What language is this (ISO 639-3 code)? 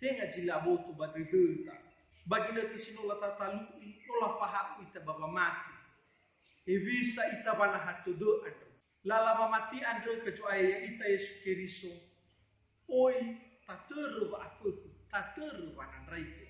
nia